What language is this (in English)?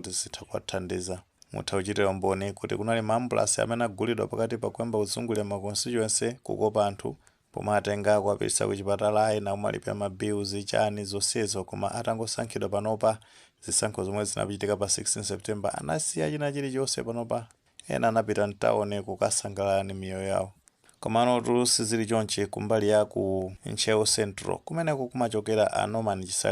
Nyanja